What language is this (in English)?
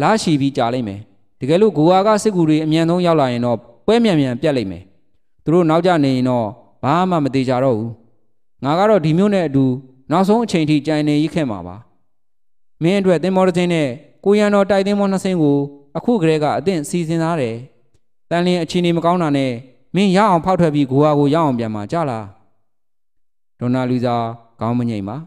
Burmese